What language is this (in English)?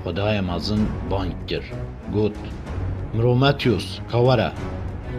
Kurdish